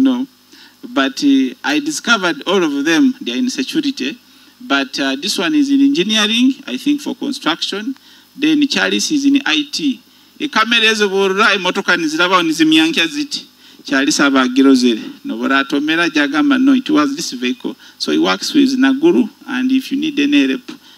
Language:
Nyoro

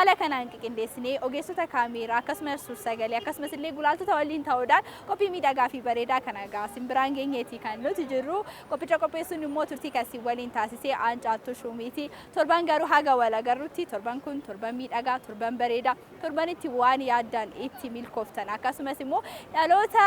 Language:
Oromo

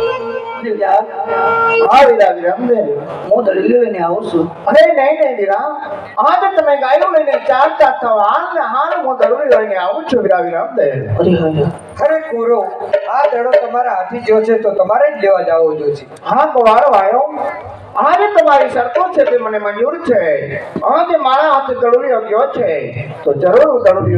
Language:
Gujarati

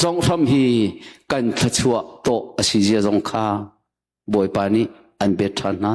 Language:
Hakha Chin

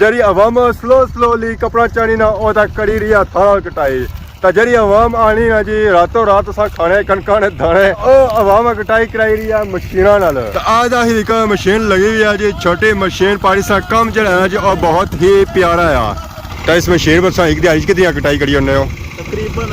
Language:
Pahari-Potwari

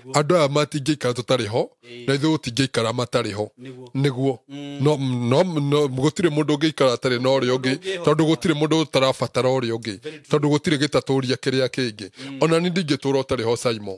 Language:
Kikuyu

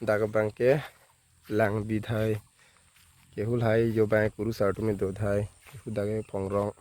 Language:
Karbi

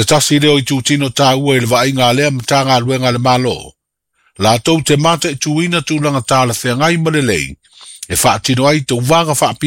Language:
Samoan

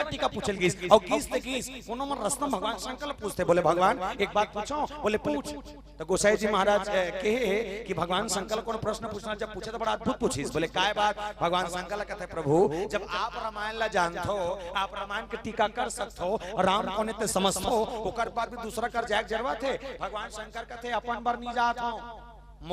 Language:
Chhattisgarhi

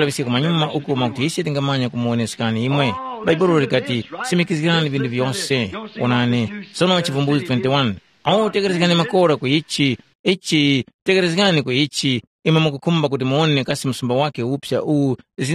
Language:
Tumbuka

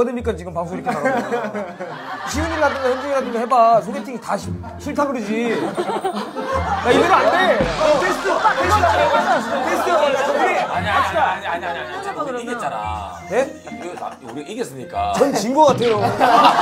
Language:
Korean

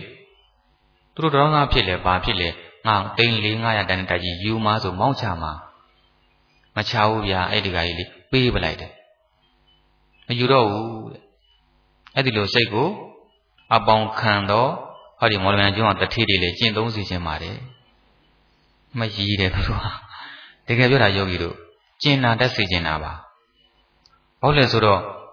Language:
Burmese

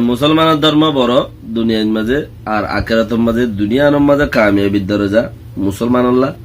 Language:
Rohingya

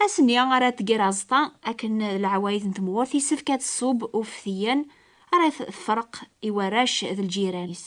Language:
Kabyle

